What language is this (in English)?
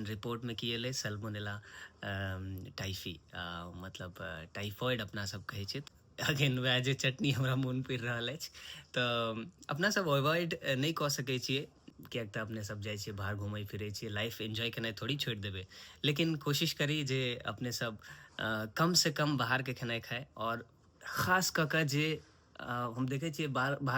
Maithili